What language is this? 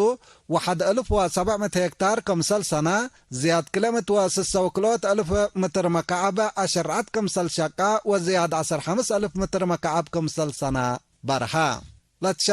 Tigre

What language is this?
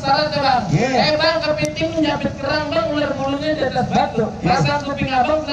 Betawi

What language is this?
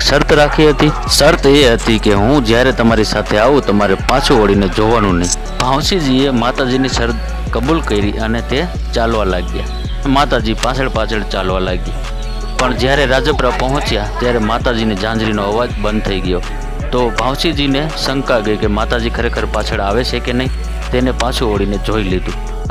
Gujarati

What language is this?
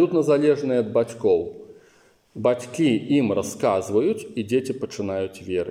Belarusian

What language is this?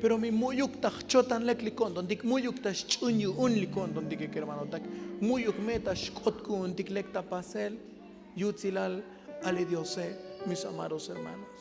Tzotzil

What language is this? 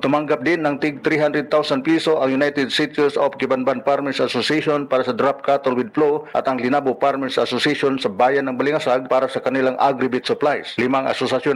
Filipino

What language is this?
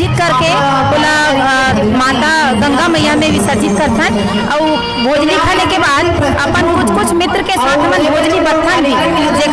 Chhattisgarhi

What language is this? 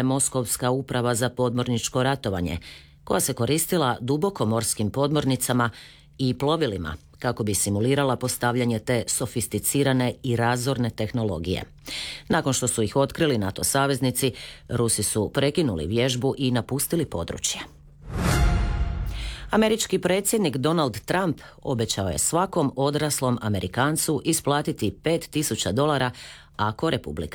Croatian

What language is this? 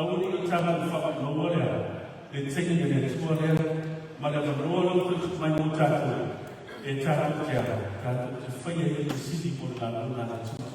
Samoan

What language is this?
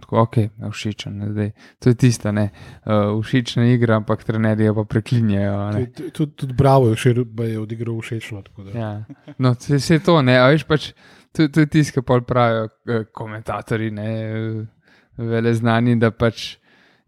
Slovenian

